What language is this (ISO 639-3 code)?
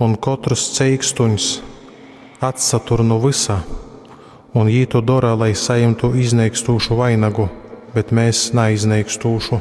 ltg